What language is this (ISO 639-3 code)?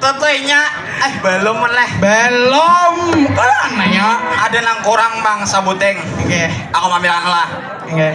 bjn